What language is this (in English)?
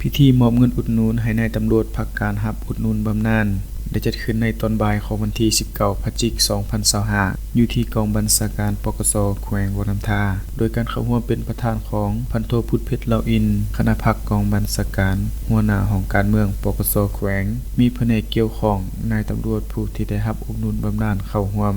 Lao